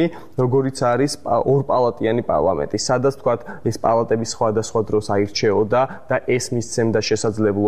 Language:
Georgian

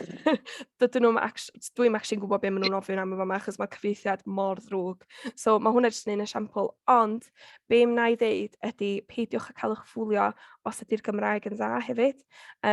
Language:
Welsh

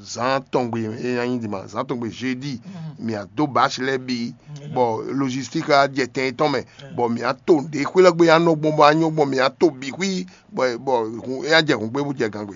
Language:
Fon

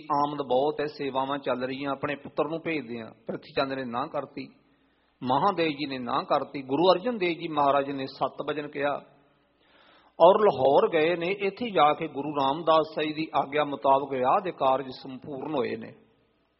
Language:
Punjabi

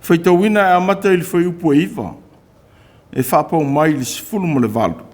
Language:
Samoan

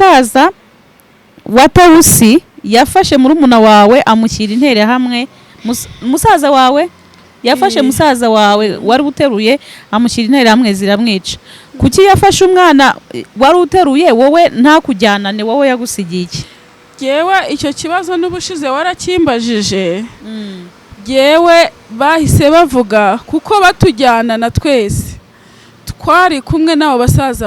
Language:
Kinyarwanda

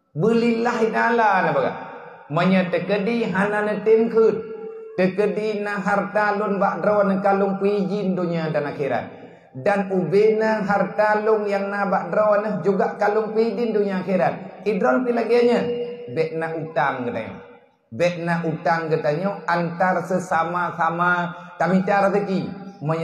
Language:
Achinese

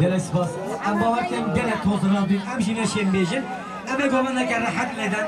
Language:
Kurdish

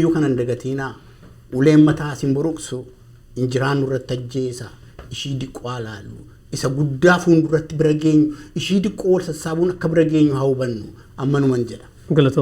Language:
Oromo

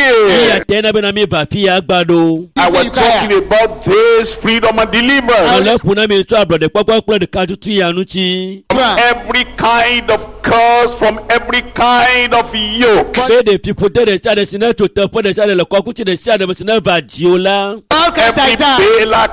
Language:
Ewe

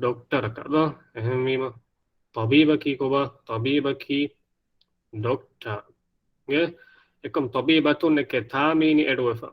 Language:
Divehi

